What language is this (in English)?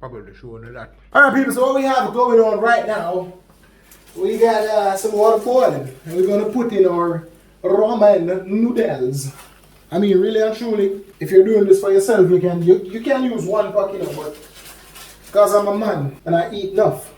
Jamaican Creole English